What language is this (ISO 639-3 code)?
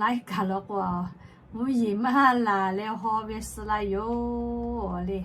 lhu